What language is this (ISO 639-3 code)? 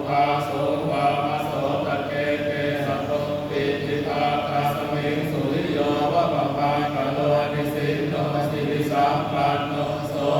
pli